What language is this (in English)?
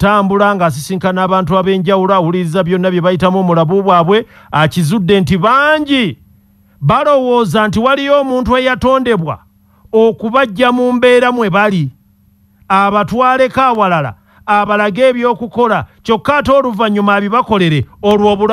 Ganda